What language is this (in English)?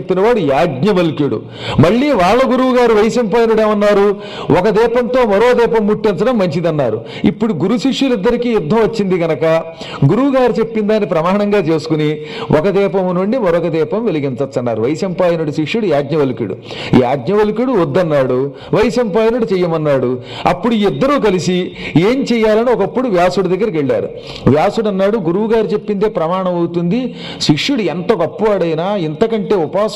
Telugu